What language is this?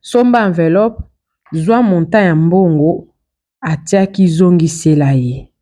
Lingala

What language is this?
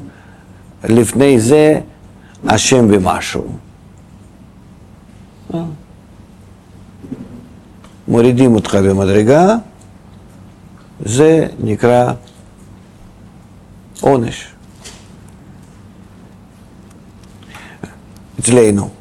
Hebrew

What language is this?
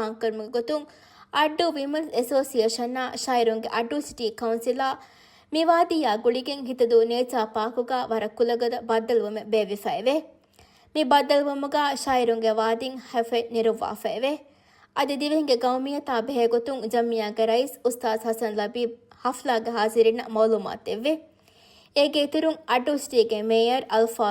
Divehi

